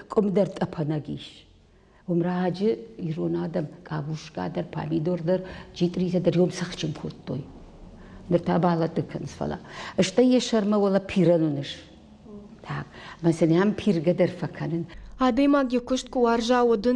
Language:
Ossetic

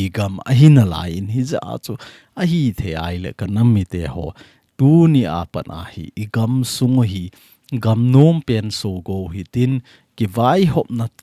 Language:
Thado Chin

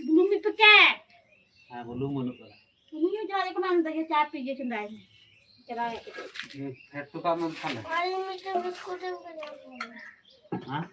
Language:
Santali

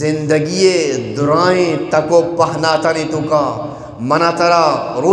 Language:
Eastern Balochi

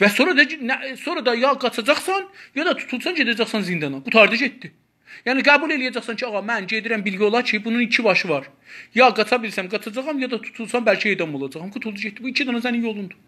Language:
South Azerbaijani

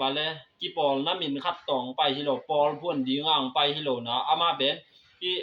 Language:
Tedim Chin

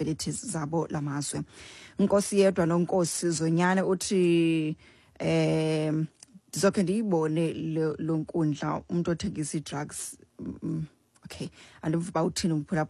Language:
Xhosa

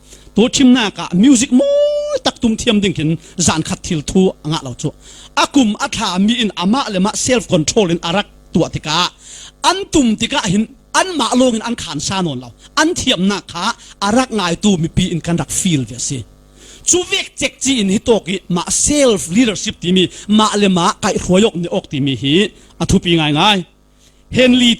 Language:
Falam Chin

